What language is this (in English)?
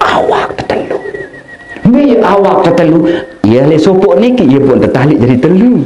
Sasak